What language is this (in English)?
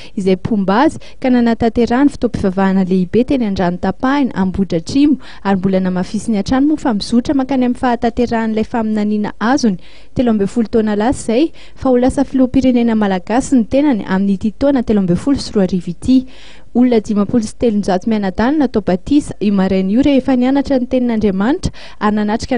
Malagasy